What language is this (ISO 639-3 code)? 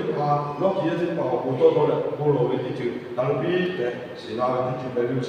lhu